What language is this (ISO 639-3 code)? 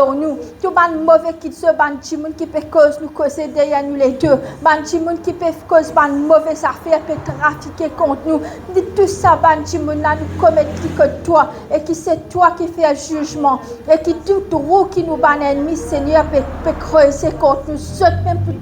mfe